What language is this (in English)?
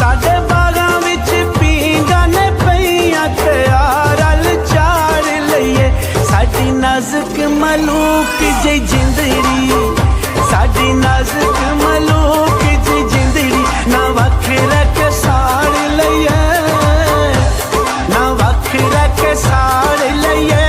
Pahari-Potwari